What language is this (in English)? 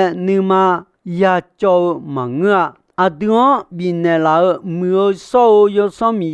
Akha